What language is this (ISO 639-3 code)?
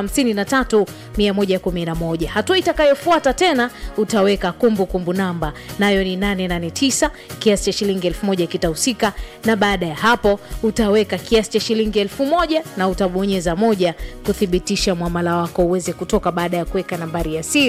swa